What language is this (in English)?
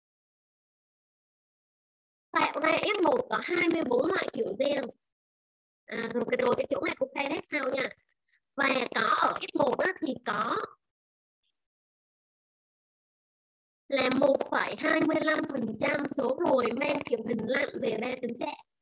Vietnamese